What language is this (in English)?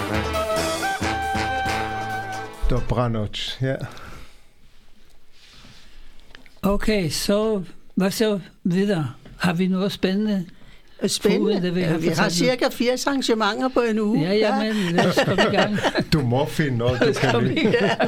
Danish